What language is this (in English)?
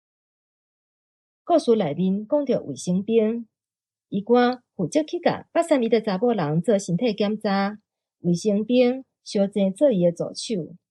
Min Nan Chinese